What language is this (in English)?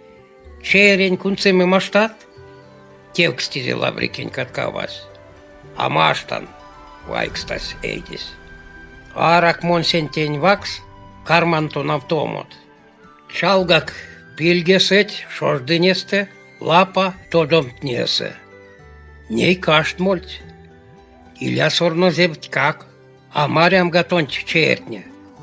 Erzya